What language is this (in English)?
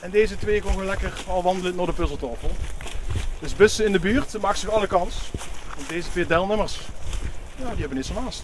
Limburgish